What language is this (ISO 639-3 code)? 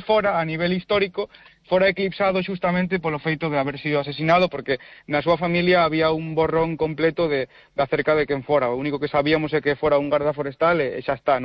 glg